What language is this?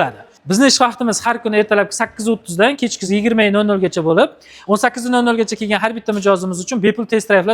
Uzbek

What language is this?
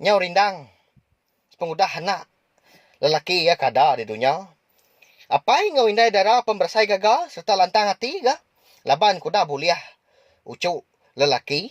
Iban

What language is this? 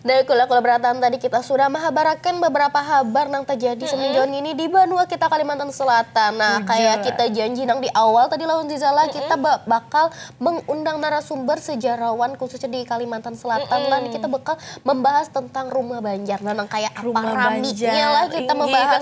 Banjar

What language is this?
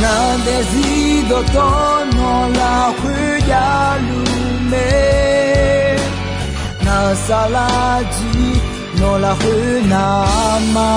Akha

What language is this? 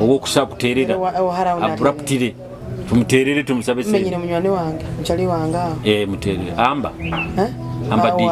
Nyoro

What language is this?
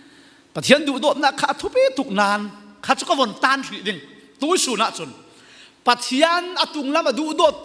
Falam Chin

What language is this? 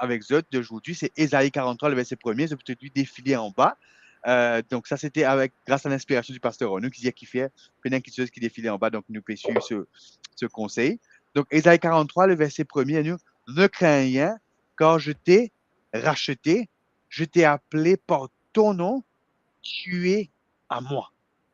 Morisyen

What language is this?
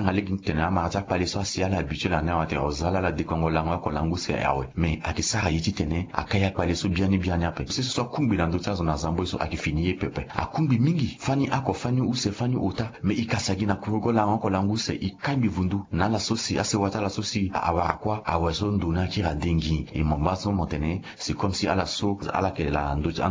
Sango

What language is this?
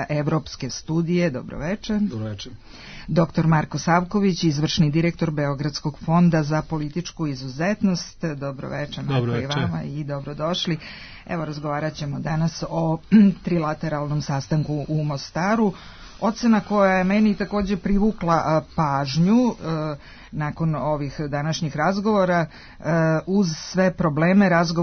Serbian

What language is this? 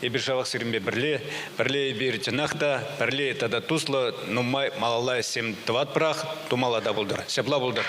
Chuvash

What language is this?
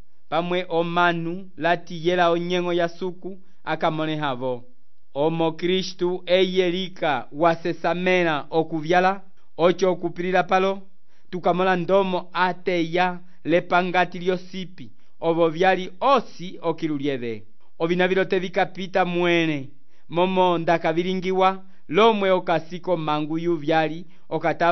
Umbundu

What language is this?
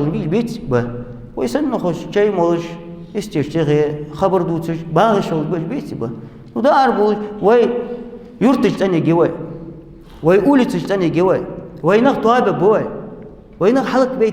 Ingush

